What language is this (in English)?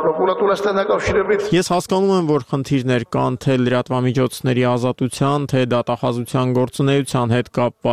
Armenian